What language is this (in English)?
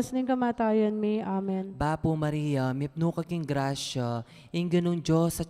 Pampanga